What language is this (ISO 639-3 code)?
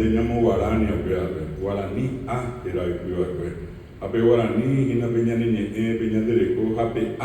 grn